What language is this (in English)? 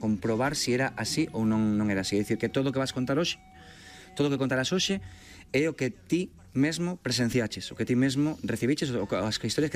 Galician